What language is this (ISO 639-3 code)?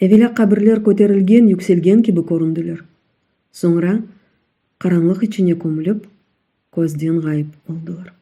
crh